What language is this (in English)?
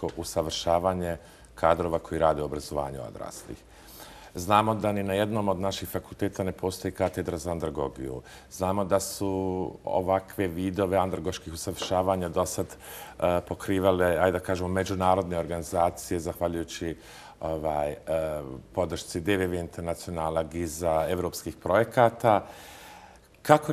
Bosnian